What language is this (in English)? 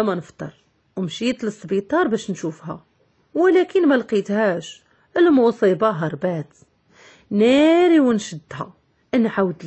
Moroccan Arabic